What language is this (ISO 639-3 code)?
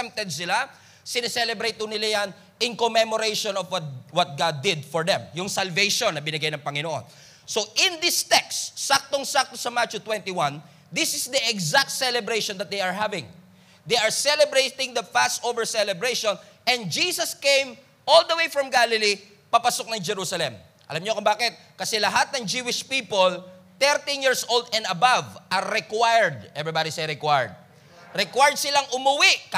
fil